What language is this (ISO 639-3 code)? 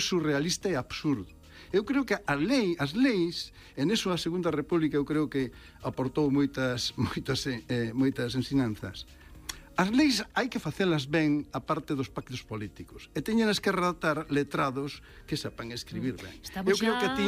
glg